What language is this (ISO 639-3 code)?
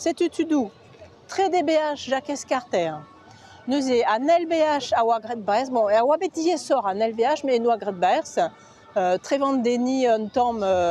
bre